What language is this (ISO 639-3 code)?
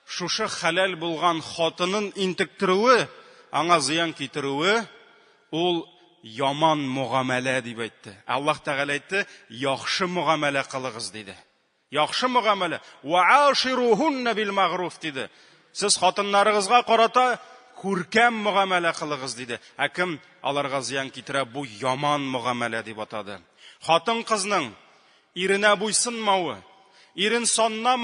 tat